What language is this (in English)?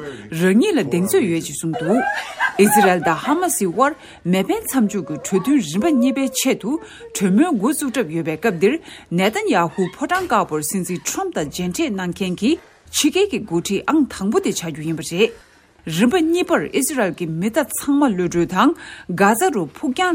Tibetan